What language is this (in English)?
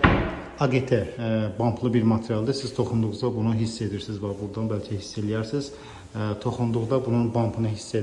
Azerbaijani